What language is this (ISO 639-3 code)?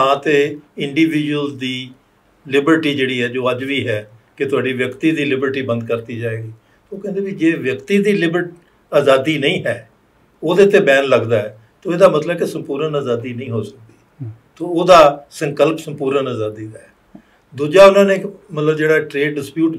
pan